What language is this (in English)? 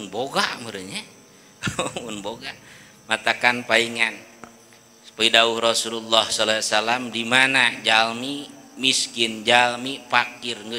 Sundanese